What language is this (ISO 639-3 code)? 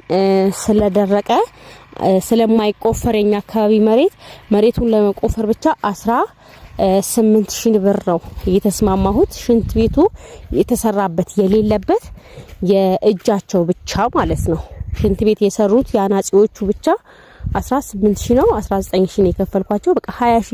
amh